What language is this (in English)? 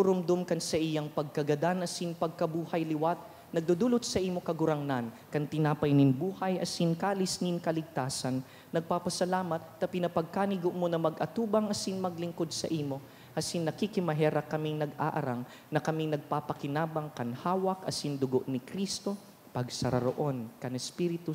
Bikol